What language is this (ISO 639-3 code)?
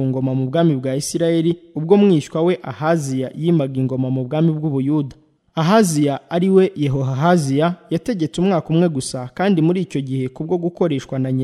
kin